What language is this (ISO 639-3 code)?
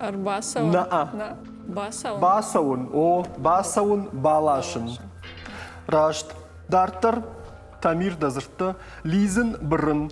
oss